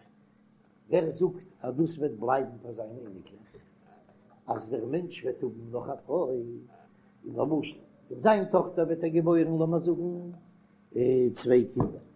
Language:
Yiddish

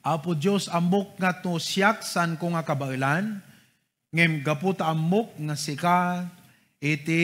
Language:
Iloko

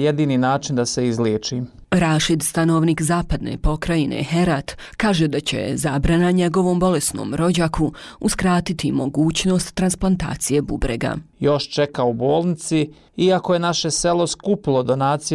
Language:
Bosnian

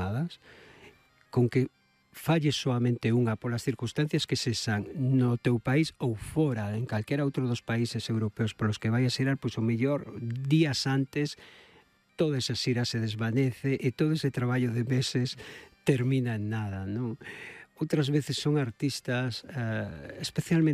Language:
Galician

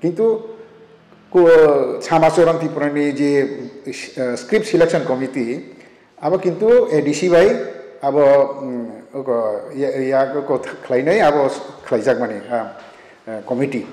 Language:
Kok Borok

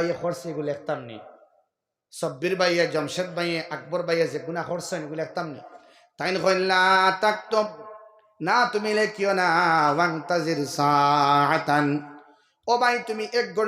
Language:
Sylheti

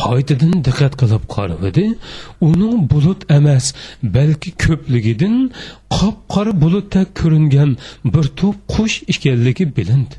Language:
Uyghur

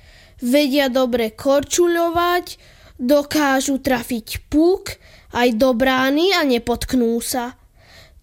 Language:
Slovak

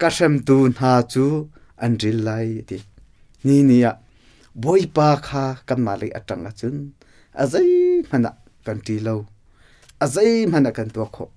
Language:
Hakha Chin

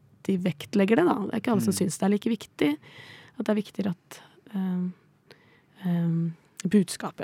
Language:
Norwegian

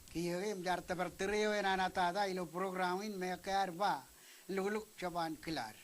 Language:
Marshallese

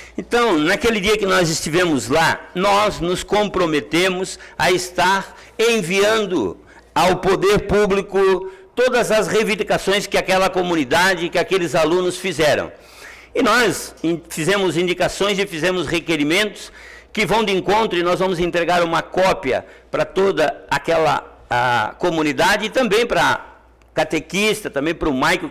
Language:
Portuguese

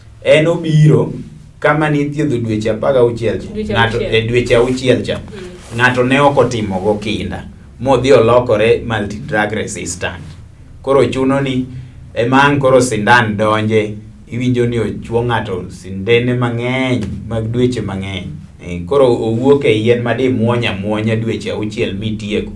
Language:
Luo (Kenya and Tanzania)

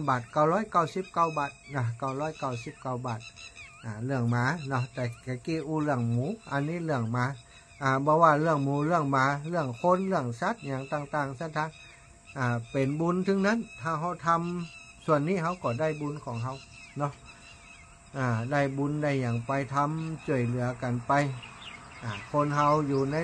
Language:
Thai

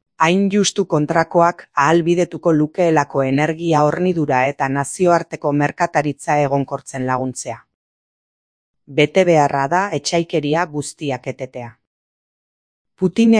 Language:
Basque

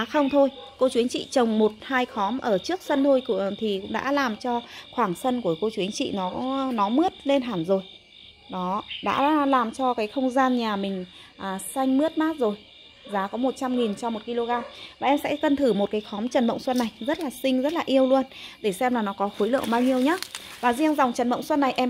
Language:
Vietnamese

